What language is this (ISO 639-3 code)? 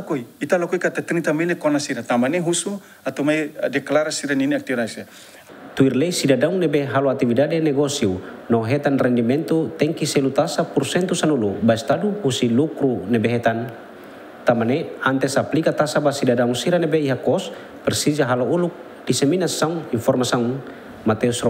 tet